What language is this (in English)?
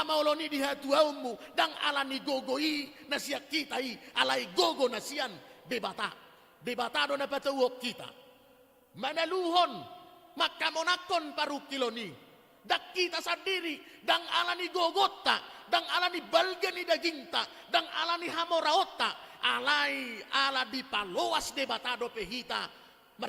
Batak Toba